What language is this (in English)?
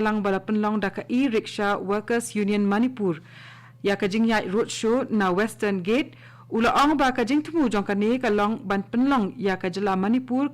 Khasi